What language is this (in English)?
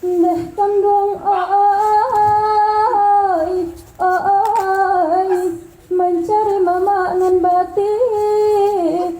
Minangkabau